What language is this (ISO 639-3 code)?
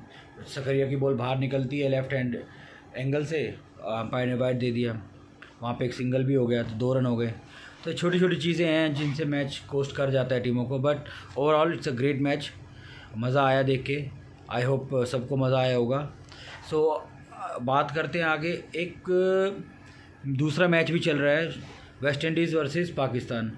hin